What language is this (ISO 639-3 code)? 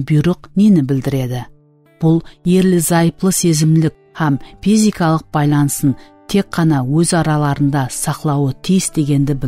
kaa